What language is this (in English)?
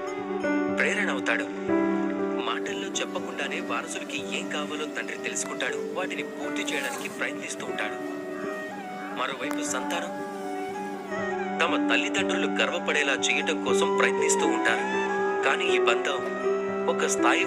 Telugu